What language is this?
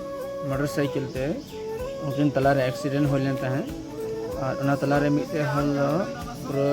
Santali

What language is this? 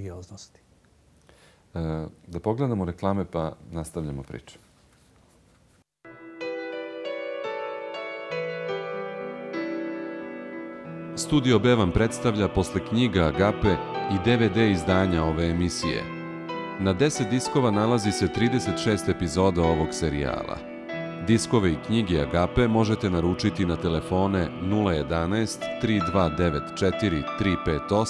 Serbian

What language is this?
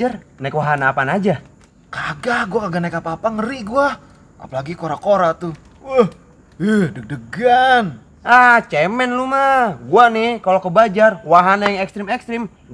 Betawi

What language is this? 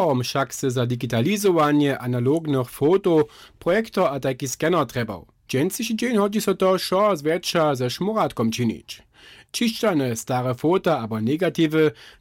Upper Sorbian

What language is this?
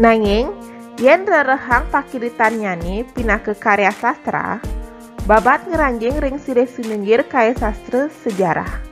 Balinese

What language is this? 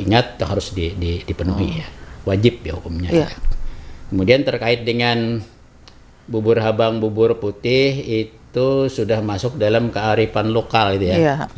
Banjar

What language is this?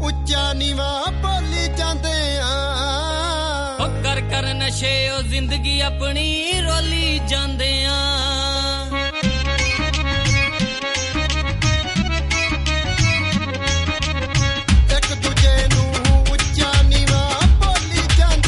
Punjabi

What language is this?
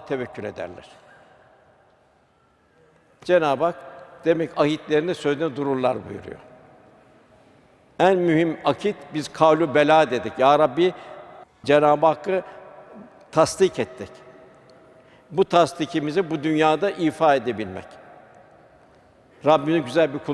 Turkish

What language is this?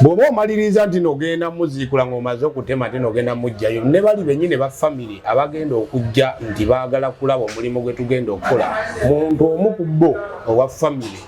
Ganda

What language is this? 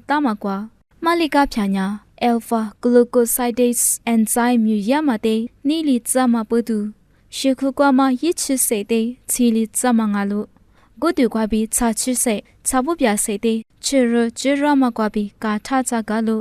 Lisu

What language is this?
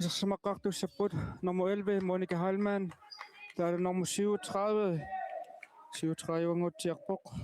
Kalaallisut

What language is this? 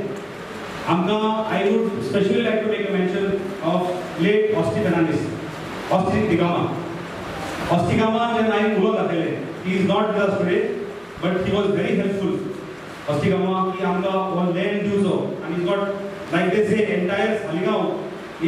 Konkani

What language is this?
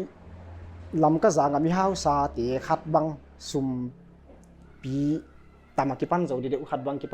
Paite Chin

